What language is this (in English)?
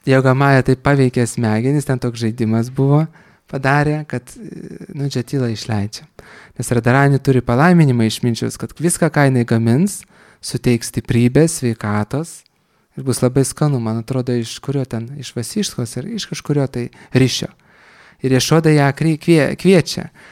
Lithuanian